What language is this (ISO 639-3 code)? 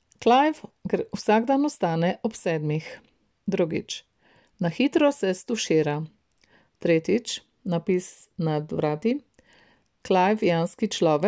slv